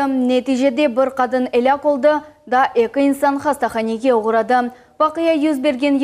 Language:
Crimean Tatar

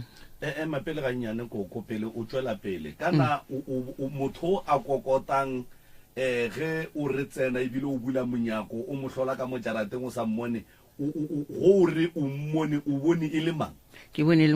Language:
Northern Sotho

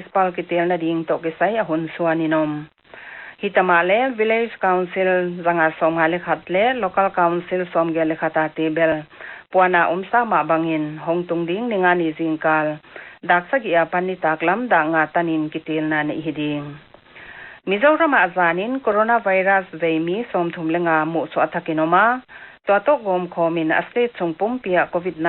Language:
Paite Chin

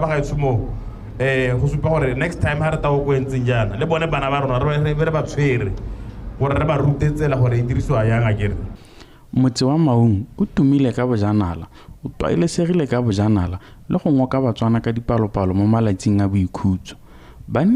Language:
Tswana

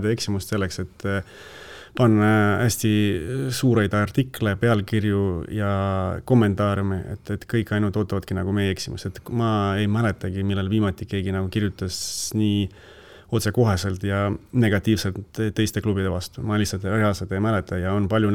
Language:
Estonian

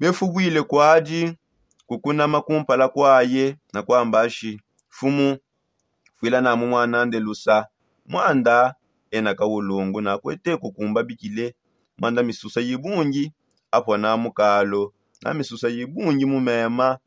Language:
Songe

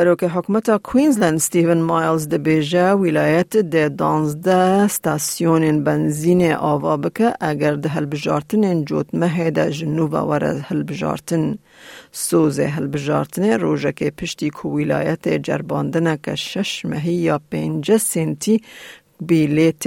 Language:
Kurdish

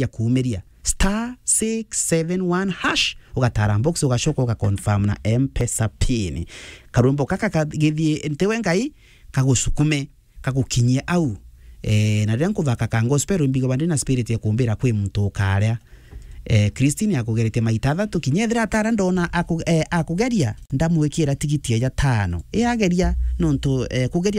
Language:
Meru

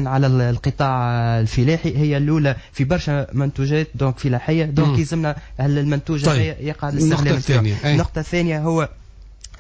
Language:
Tunisian Arabic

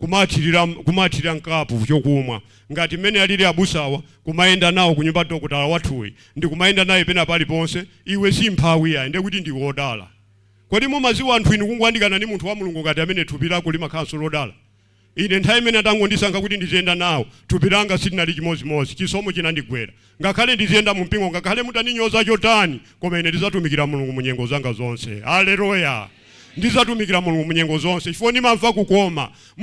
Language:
Nyanja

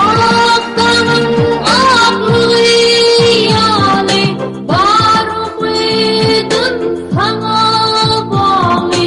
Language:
Turkmen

